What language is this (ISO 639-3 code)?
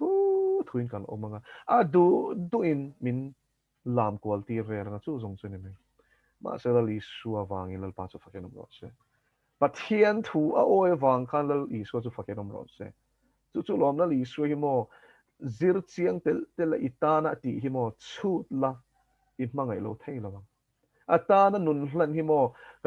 lus